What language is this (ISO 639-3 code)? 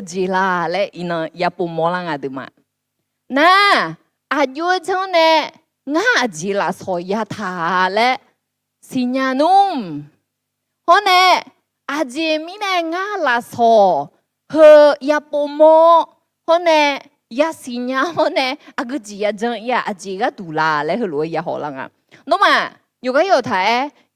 ahk